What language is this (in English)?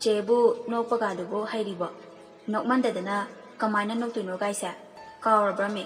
Manipuri